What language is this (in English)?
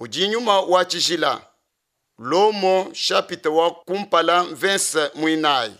Luba-Lulua